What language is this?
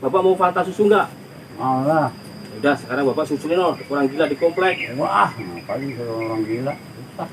Betawi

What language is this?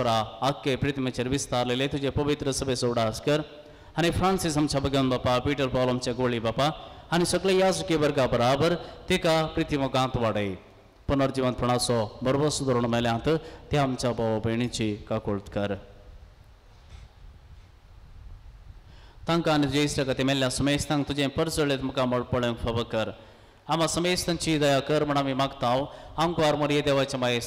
Konkani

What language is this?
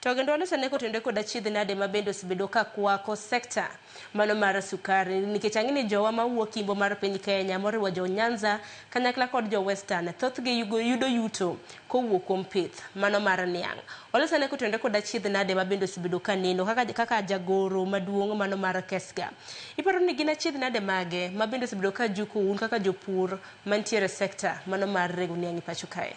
Luo (Kenya and Tanzania)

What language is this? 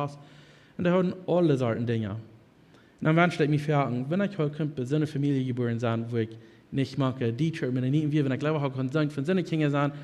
Plautdietsch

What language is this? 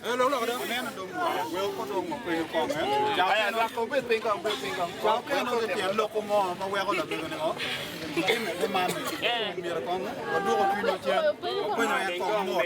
Acoli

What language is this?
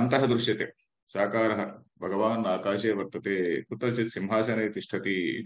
Sanskrit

